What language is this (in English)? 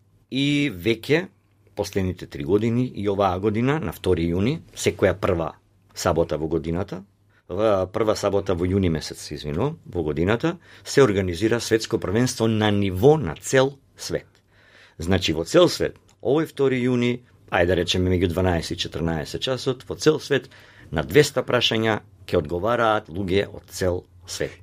Macedonian